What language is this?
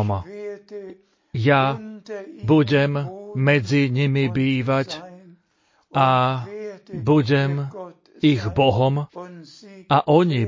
Slovak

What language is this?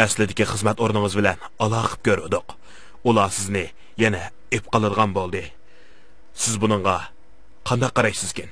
Uyghur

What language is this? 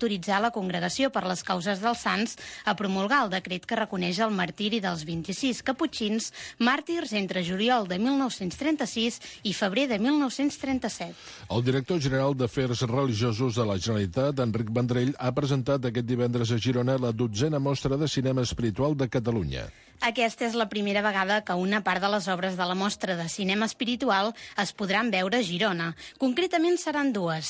Catalan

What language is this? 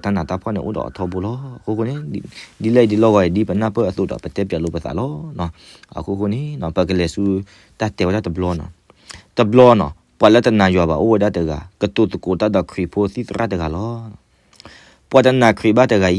S'gaw Karen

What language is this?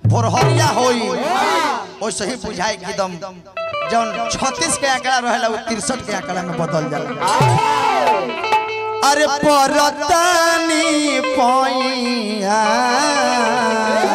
Bhojpuri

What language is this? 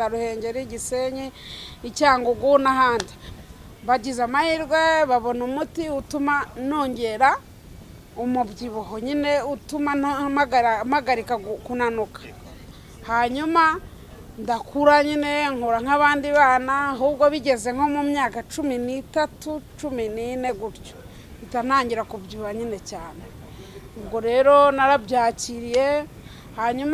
Kinyarwanda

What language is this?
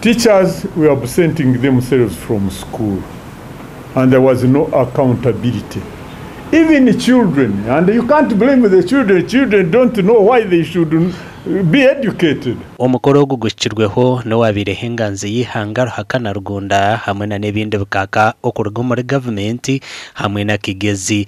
Nyankole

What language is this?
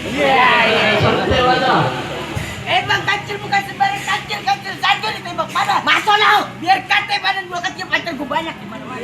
Betawi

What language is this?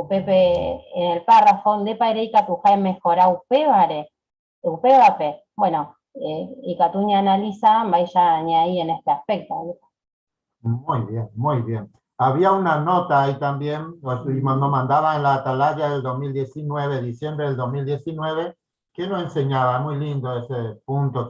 Guarani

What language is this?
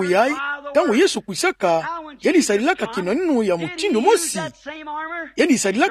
Kituba (Democratic Republic of Congo)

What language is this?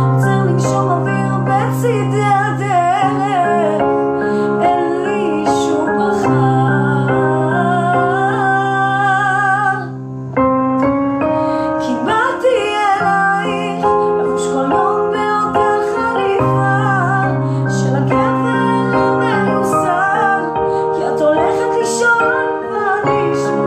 Hebrew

